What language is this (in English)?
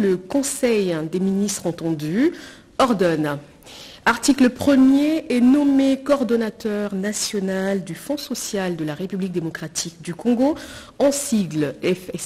French